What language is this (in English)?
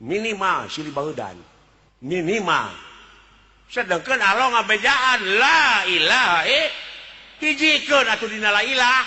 Sundanese